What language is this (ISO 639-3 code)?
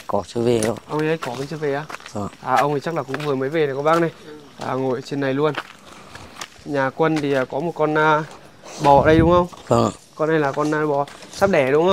vie